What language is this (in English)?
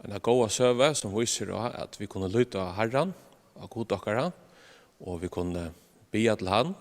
Faroese